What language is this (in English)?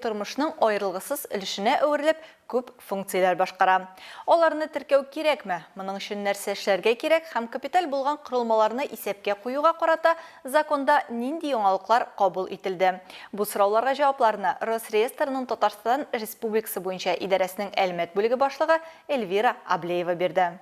Tatar